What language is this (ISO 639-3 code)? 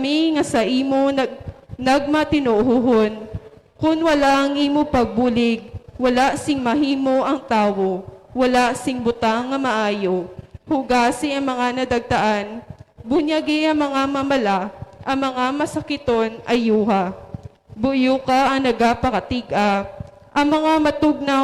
hil